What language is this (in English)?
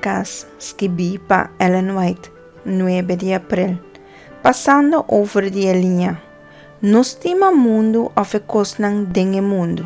Papiamento